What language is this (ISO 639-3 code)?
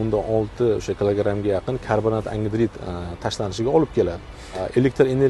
uzb